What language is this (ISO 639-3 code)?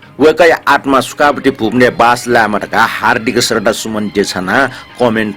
new